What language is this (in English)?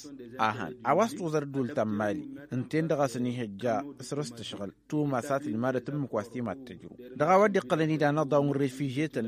Tamasheq